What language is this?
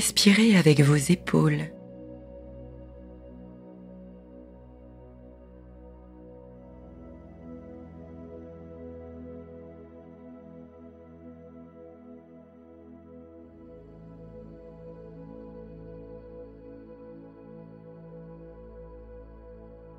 French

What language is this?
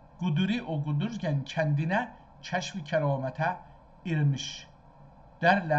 South Azerbaijani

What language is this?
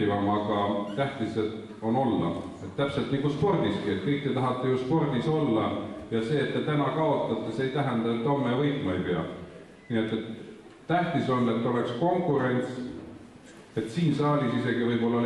Estonian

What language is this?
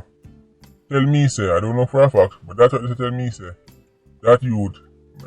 Jamaican Creole English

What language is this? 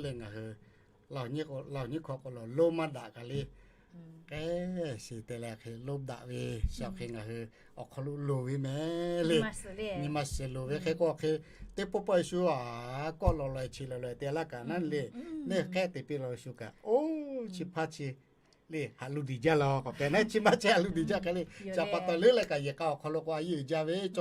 Lahu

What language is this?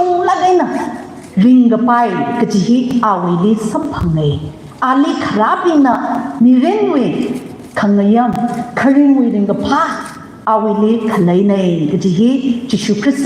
Tangkhul Naga (India)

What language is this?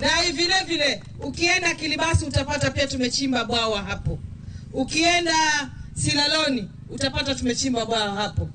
Kikuyu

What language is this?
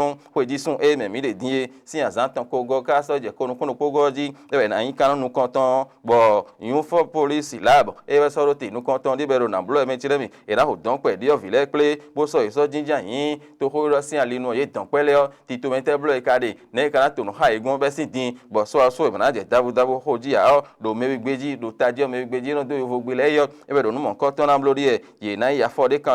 Fon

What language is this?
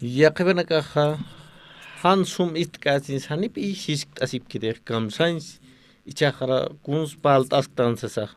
Aymara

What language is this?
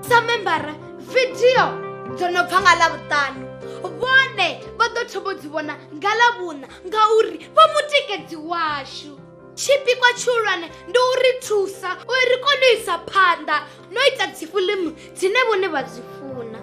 Venda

